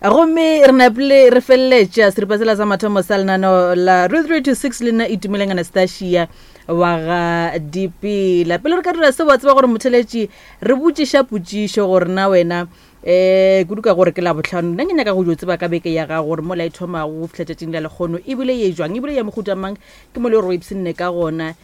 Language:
Northern Sotho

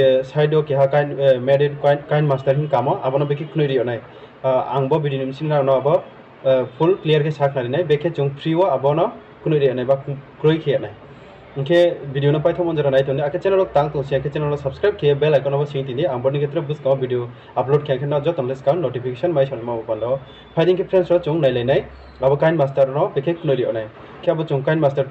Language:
Riang (India)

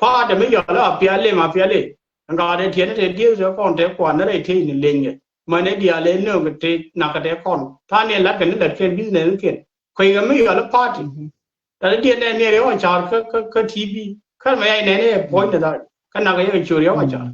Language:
Nuer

